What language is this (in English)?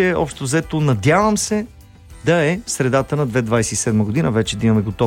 Bulgarian